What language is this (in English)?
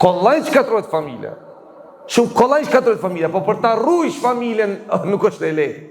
Albanian